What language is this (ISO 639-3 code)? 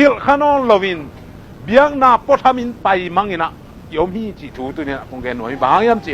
ctd